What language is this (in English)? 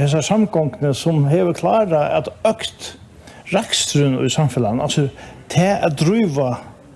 Faroese